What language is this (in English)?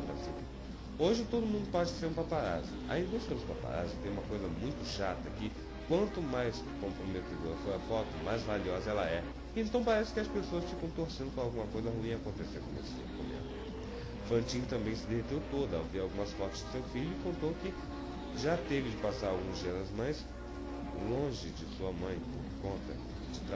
Portuguese